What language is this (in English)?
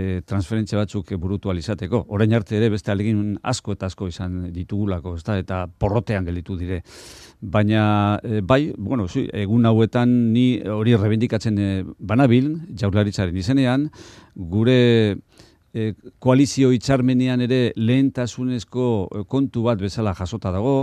Basque